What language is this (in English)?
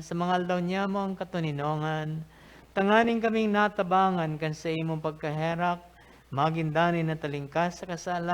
Bikol